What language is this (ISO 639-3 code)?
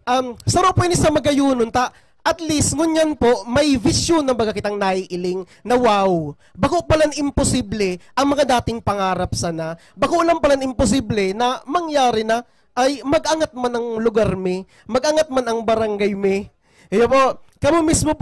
bik